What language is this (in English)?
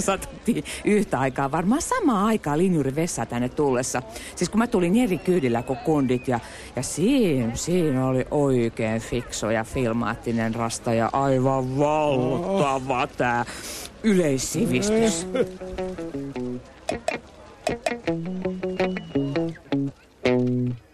Finnish